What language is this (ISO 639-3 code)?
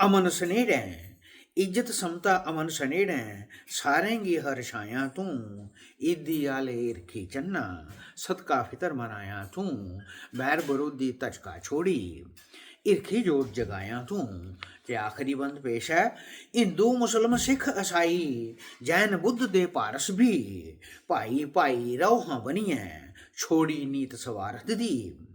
doi